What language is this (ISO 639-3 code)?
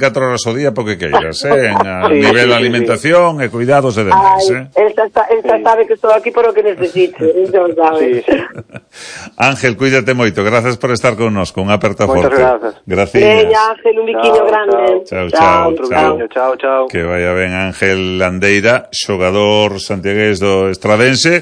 glg